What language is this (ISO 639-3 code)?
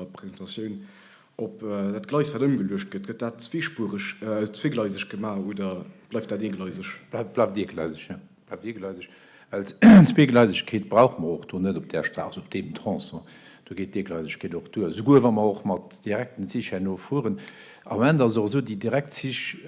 ltz